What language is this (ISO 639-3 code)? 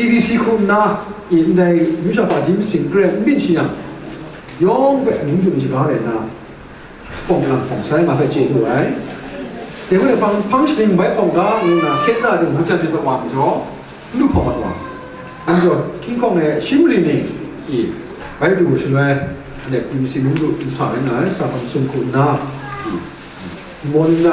kac